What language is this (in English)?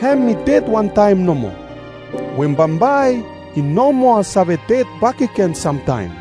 Bislama